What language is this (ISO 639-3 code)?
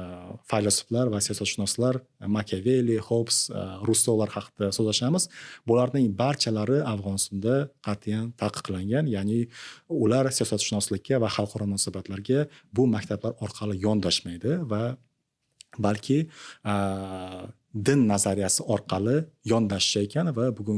uzb